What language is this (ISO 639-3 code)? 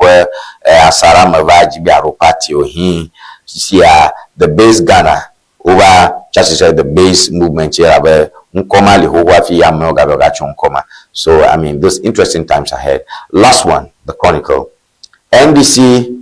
ewe